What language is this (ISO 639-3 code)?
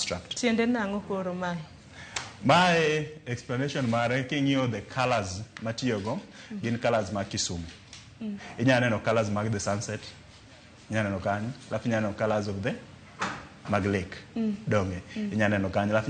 luo